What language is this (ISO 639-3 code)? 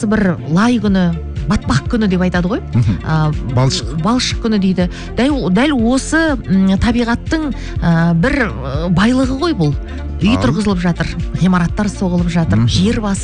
kaz